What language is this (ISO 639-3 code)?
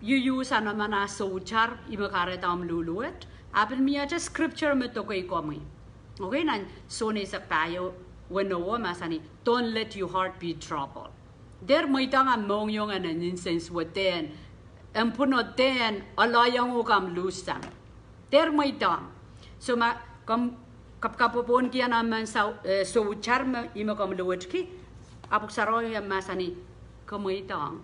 pon